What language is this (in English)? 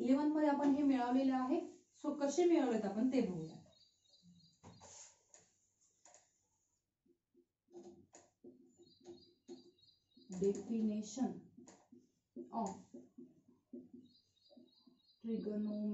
Marathi